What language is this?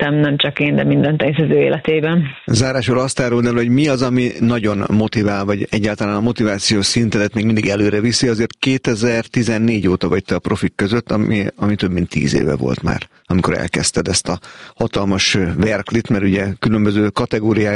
Hungarian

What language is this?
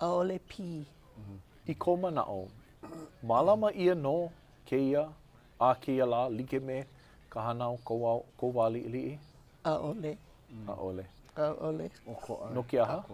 Hawaiian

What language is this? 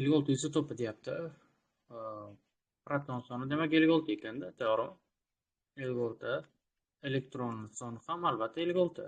Uzbek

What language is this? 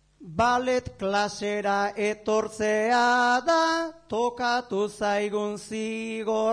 Basque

